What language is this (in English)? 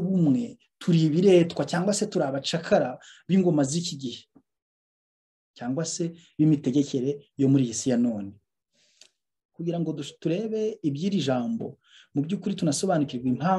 Kinyarwanda